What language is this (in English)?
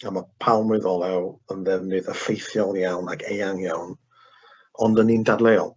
Welsh